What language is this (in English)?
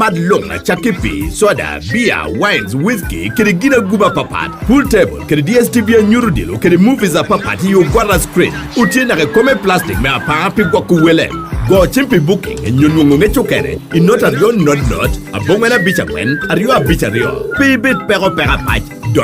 Lango (Uganda)